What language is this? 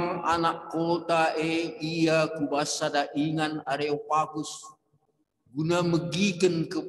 Batak Karo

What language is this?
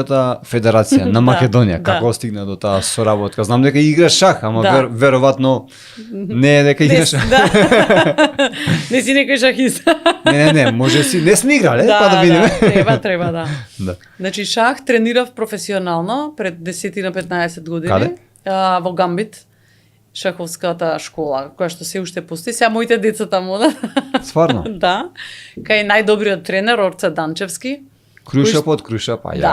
Macedonian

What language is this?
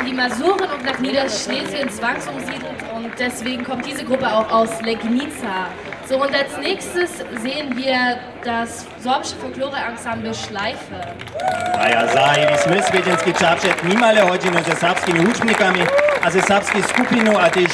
Upper Sorbian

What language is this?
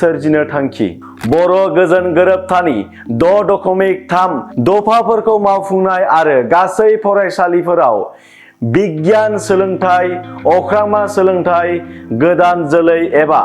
Bodo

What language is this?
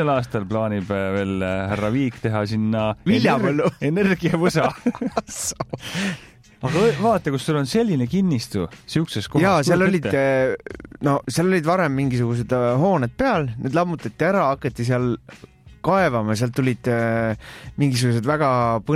Estonian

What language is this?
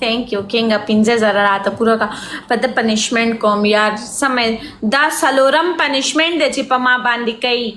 Pashto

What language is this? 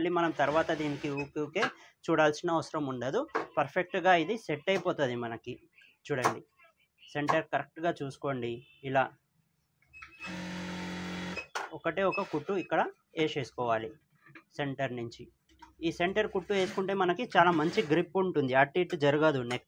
Telugu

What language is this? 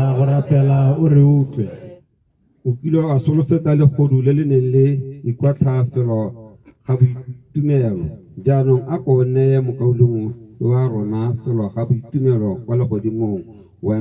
Tswana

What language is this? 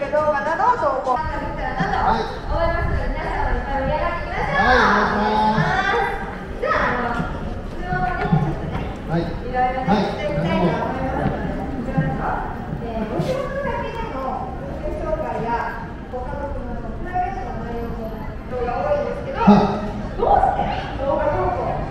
Japanese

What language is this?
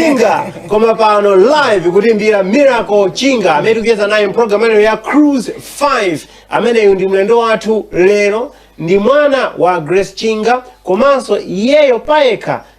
Nyanja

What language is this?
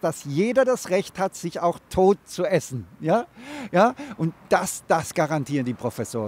German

